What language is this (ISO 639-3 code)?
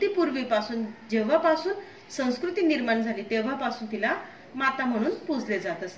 mar